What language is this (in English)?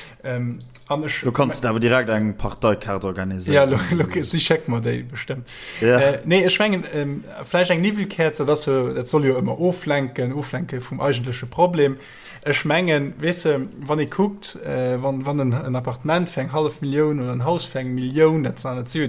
Luxembourgish